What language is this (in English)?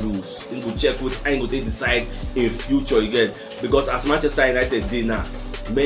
Nigerian Pidgin